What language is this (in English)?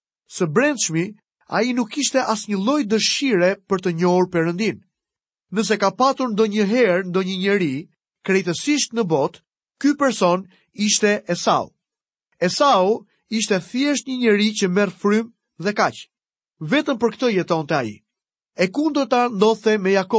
Albanian